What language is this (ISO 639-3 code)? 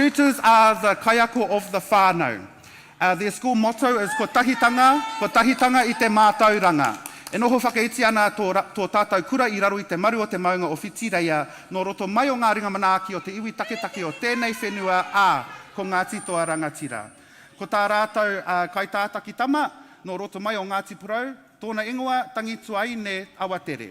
mri